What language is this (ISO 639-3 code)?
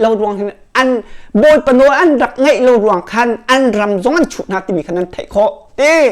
cnh